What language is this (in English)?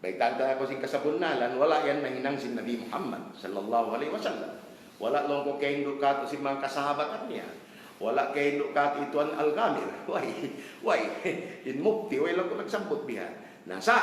Tausug